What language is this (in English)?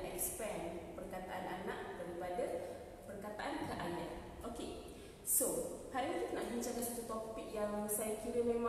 Malay